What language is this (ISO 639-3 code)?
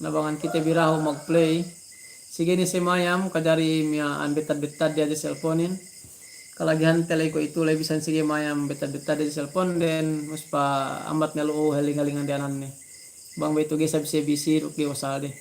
yka